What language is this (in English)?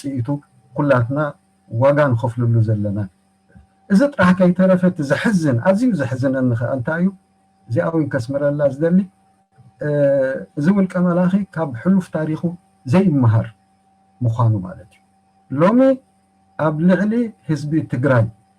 Tigrinya